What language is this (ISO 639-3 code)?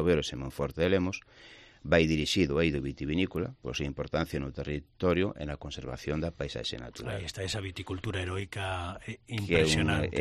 glg